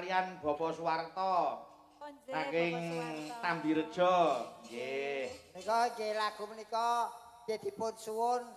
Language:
Javanese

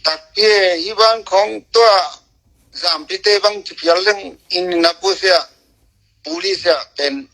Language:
Tedim Chin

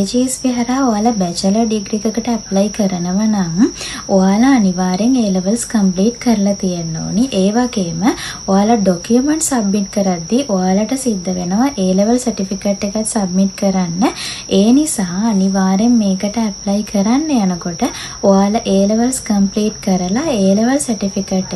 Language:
Sinhala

